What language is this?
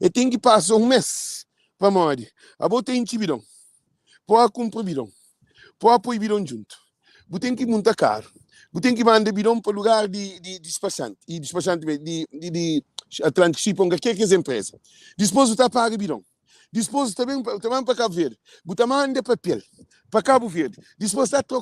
Kabuverdianu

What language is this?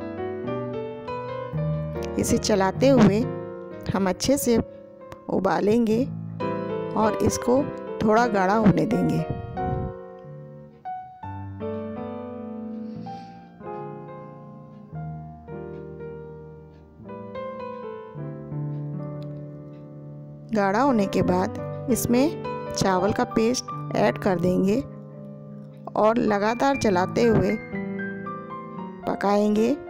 Hindi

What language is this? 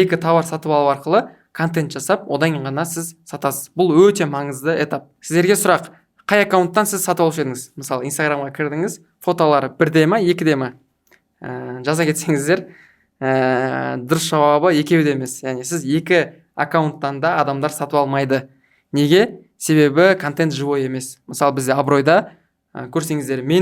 Kazakh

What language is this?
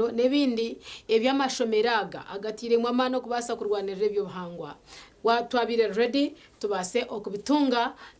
Nyankole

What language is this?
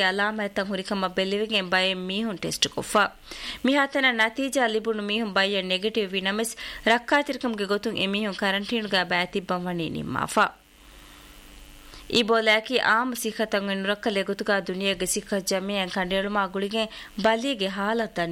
Divehi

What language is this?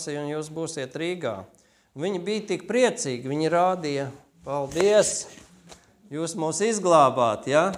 Latvian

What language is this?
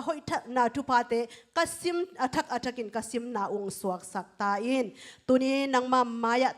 Tedim Chin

